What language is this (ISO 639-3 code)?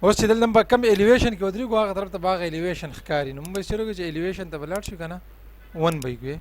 pus